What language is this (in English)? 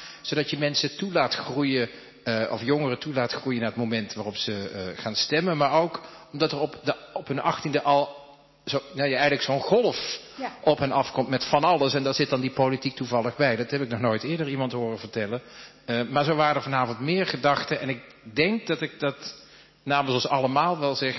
Dutch